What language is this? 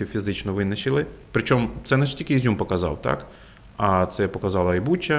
Ukrainian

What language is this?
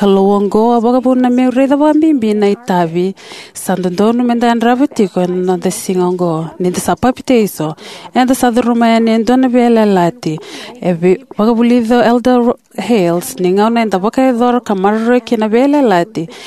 Fijian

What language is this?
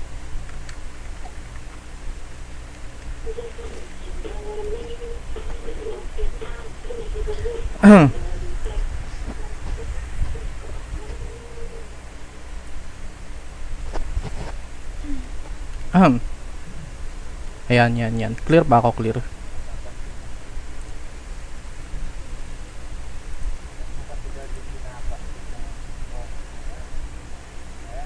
Filipino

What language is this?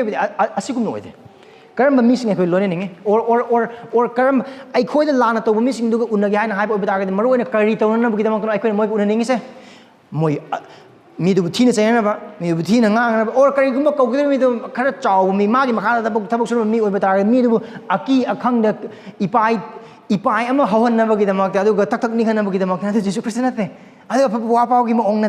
Manipuri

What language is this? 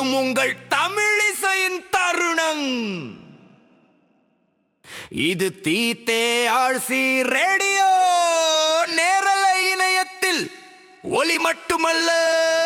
Tamil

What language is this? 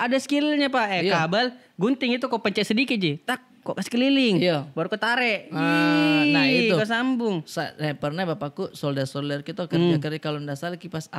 Makassar Malay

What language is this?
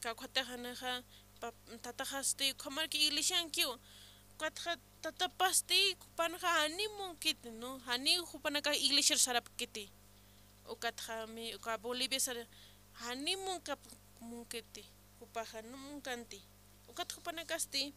Aymara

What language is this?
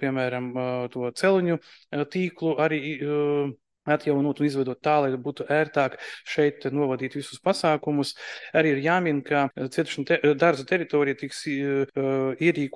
Latvian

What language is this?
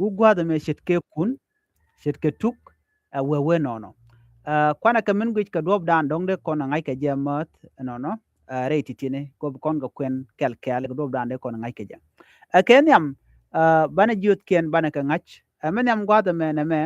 Nuer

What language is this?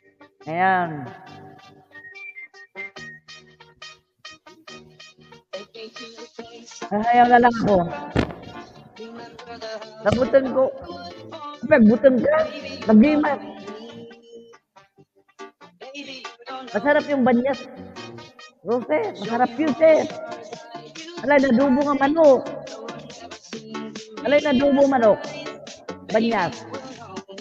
Filipino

